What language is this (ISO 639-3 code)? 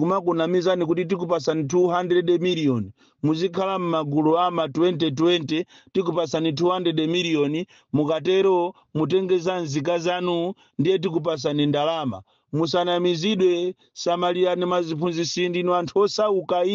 nya